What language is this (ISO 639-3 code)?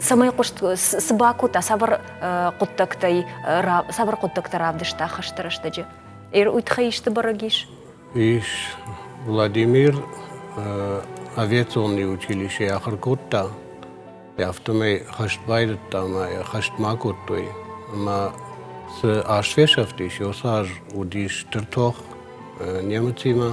oss